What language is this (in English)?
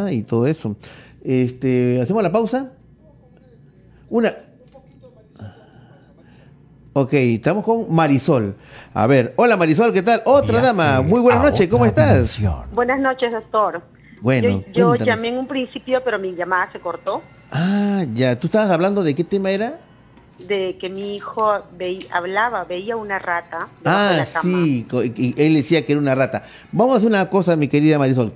Spanish